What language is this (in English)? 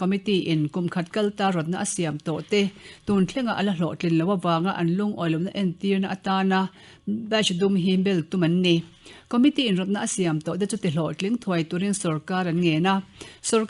Mizo